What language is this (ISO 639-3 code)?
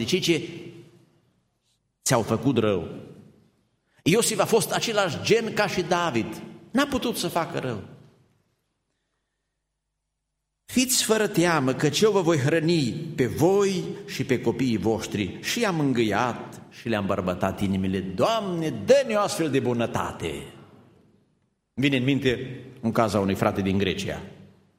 ron